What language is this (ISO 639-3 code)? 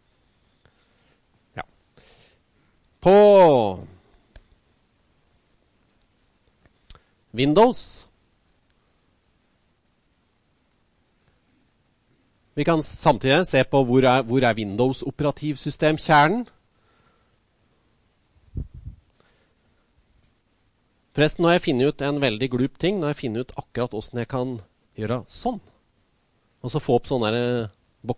nor